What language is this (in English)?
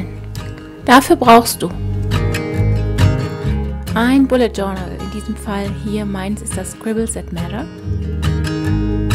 German